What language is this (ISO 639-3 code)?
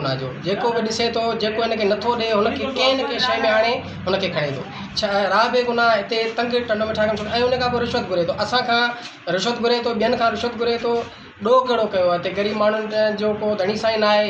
snd